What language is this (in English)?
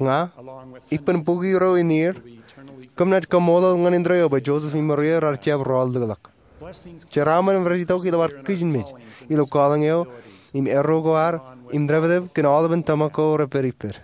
Marshallese